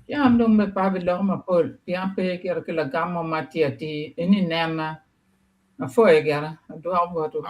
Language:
Acoli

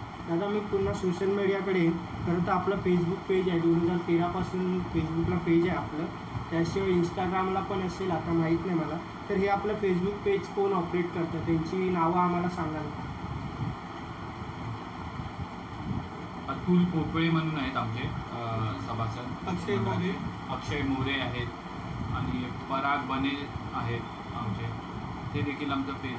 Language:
Marathi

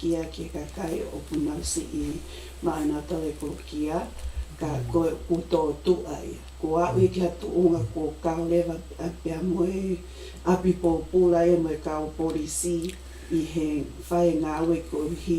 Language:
Tongan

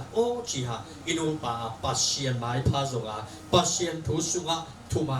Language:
Tedim Chin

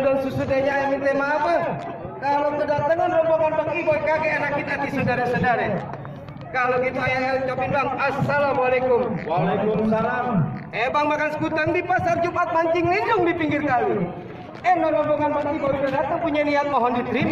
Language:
Betawi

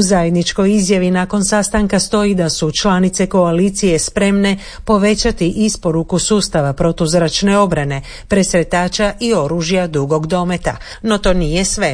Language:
Croatian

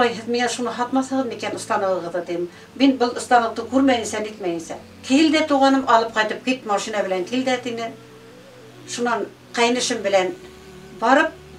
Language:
Bashkir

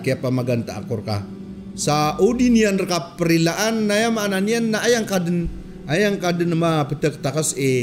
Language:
Maranao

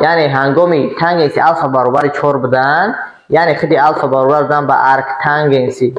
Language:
Tajik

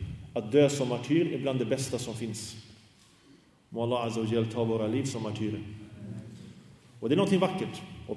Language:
Swedish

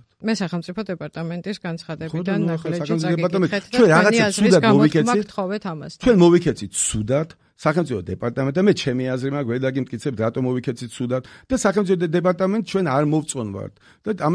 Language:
Georgian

